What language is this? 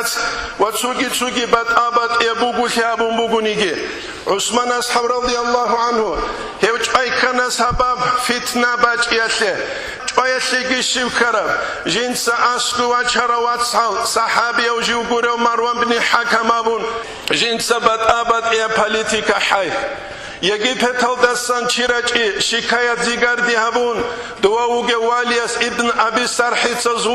Avaric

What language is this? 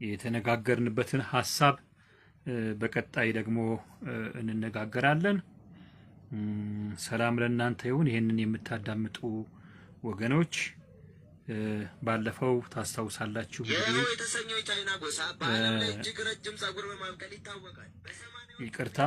Amharic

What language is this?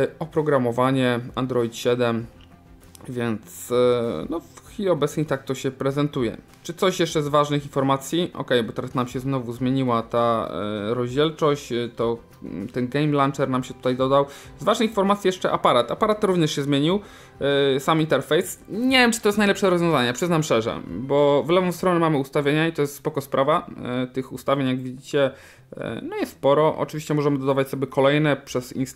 Polish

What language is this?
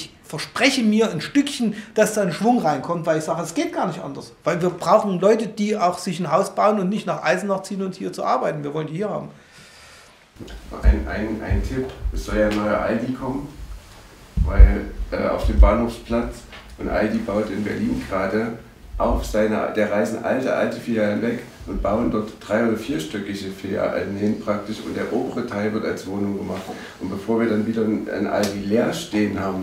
German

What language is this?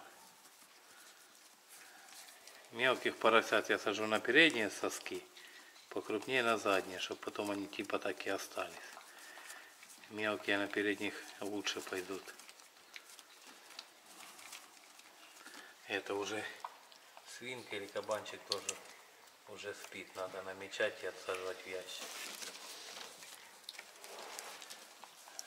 Russian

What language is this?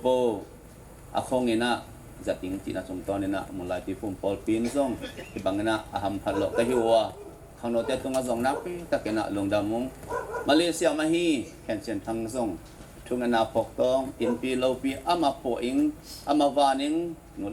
Tedim Chin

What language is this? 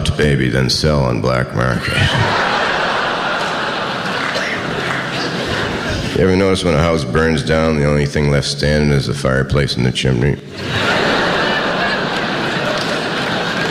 English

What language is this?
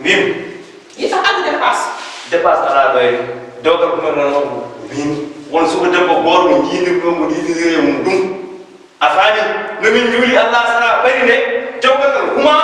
Fula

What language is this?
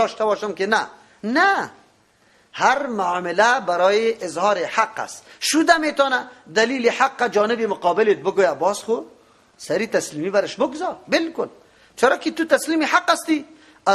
Persian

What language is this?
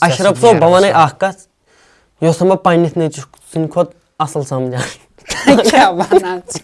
Kashmiri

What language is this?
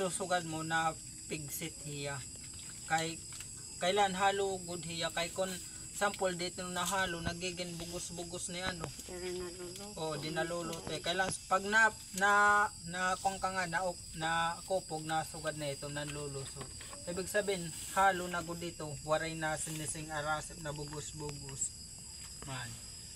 Waray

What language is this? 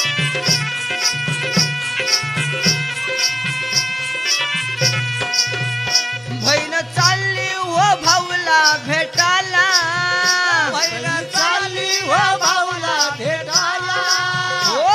Marathi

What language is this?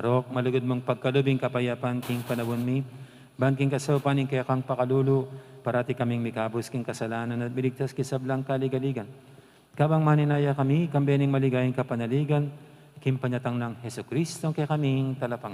Pampanga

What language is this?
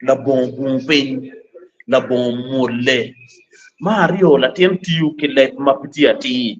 Acoli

